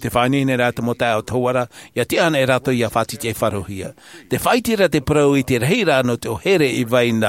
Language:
Tahitian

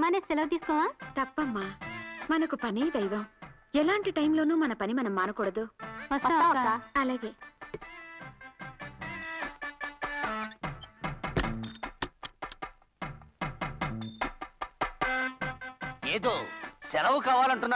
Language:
Telugu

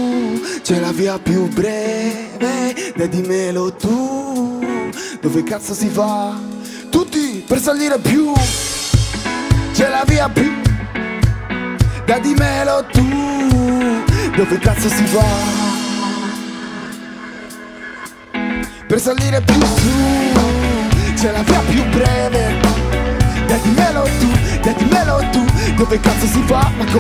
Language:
Italian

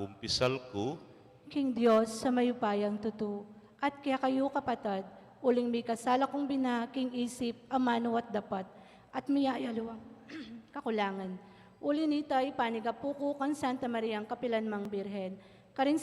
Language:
Pampanga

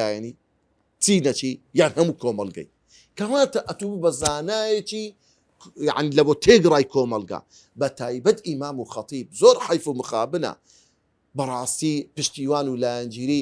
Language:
Central Kurdish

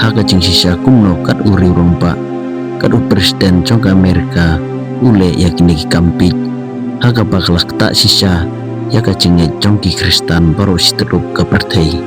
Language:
Khasi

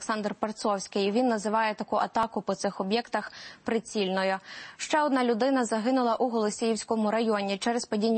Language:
Ukrainian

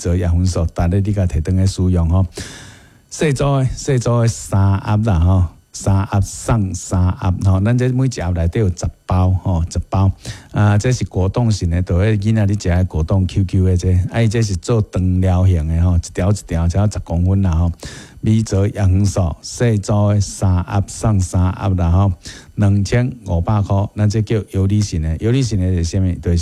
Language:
Min Nan Chinese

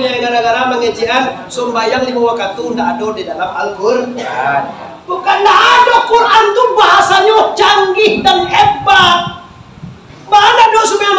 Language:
Minangkabau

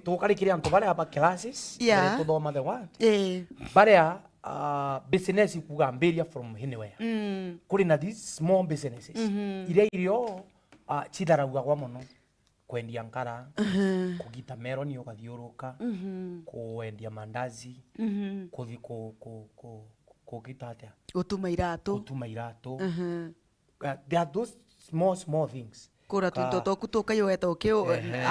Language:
Meru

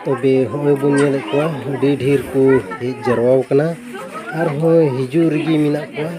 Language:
Santali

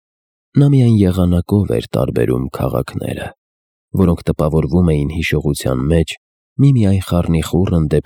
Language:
Armenian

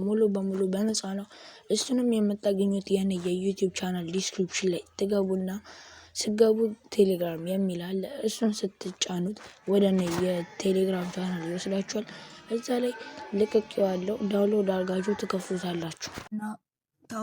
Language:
Amharic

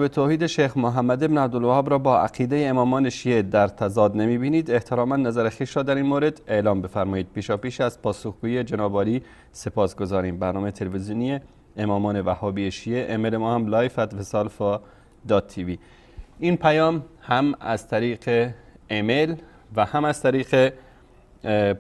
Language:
Persian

